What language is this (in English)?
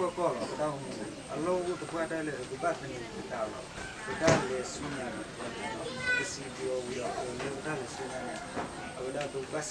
S'gaw Karen